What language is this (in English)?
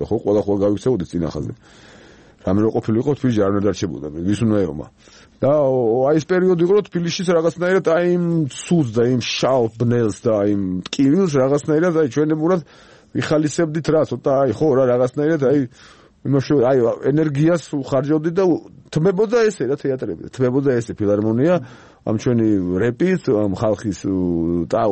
Georgian